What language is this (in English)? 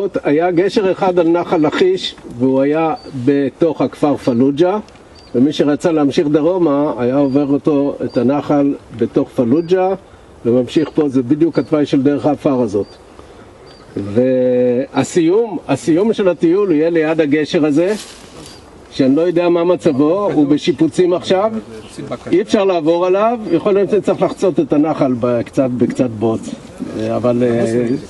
Hebrew